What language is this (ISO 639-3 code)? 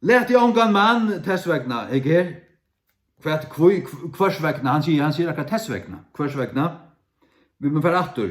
fao